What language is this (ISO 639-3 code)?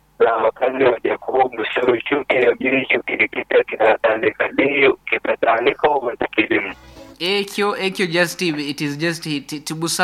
nyo